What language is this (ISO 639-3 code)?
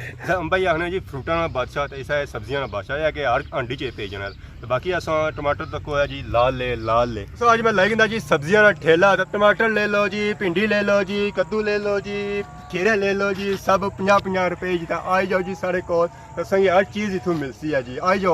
phr